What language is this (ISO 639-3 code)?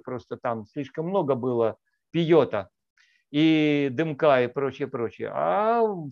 rus